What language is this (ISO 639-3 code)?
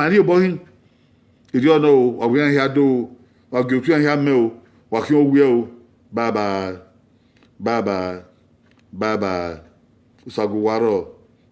bin